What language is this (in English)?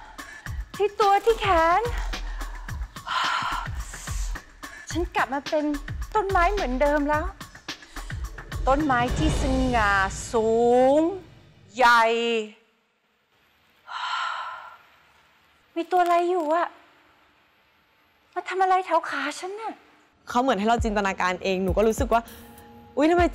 Thai